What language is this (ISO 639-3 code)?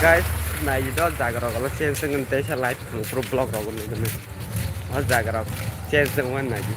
trp